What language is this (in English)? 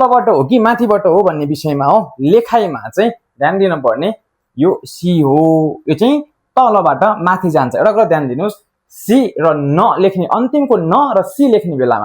Nepali